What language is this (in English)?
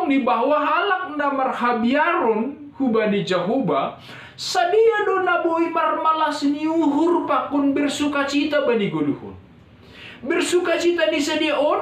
Batak Simalungun